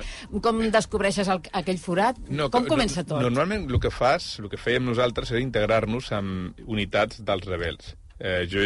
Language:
Catalan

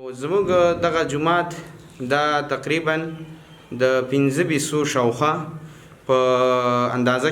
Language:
Pashto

